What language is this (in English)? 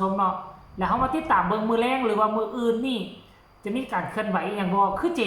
Lao